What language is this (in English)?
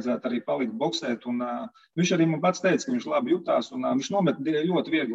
Latvian